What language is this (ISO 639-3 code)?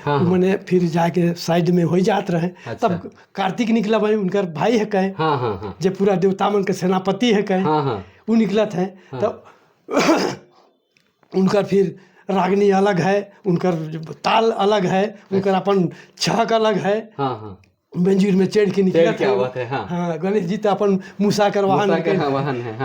sck